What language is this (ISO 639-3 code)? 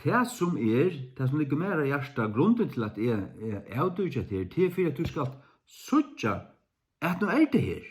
fao